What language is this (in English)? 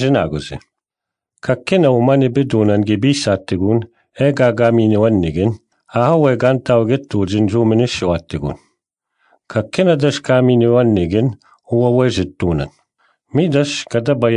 Breton